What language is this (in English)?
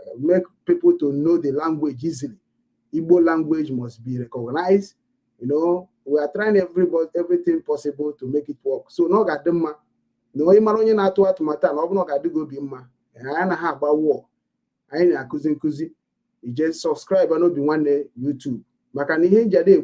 Igbo